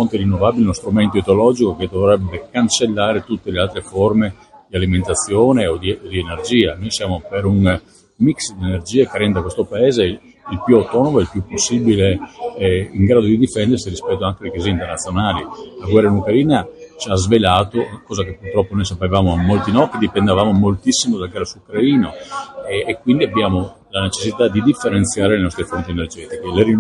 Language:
Italian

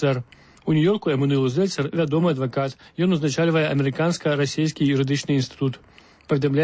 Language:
Belarusian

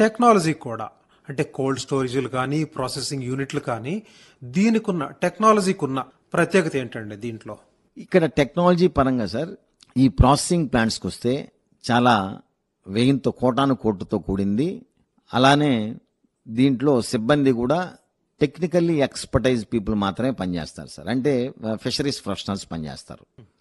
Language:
Telugu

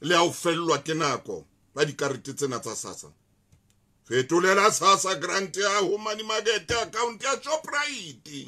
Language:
Southern Sotho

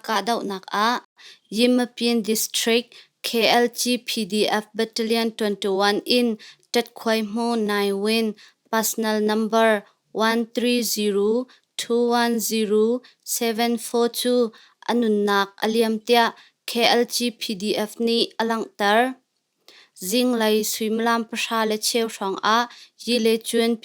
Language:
Hakha Chin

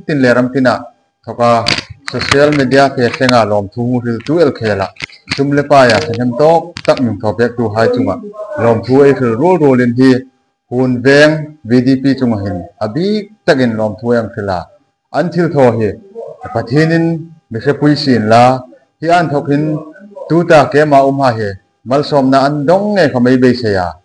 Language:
Hmar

